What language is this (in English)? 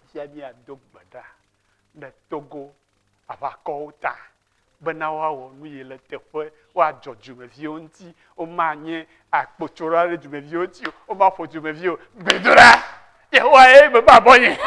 Ewe